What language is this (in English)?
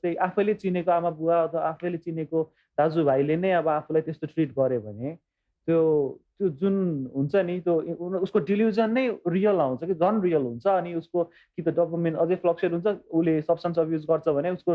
Nepali